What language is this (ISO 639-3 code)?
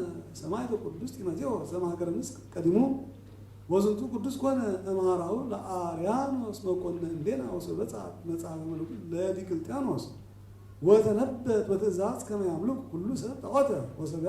gez